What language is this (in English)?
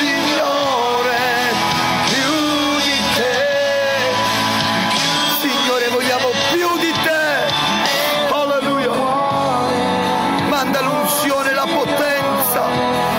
Italian